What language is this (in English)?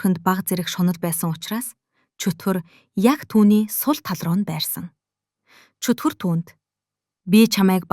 Mongolian